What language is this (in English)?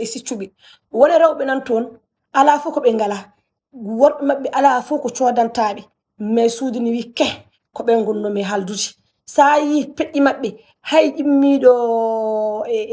Fula